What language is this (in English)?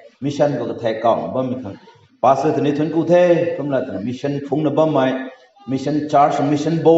Rongmei Naga